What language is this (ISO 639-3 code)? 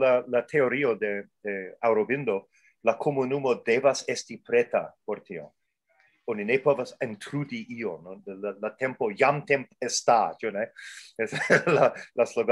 epo